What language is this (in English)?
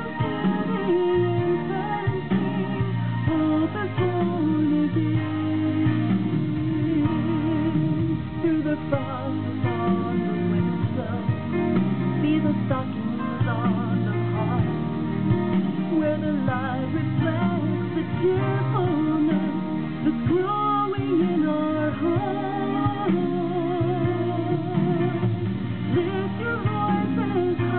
English